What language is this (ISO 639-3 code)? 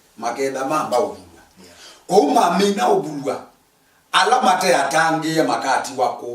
kam